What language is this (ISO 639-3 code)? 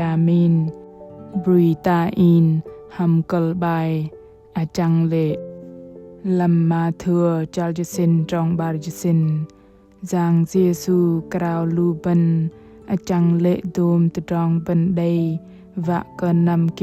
bdq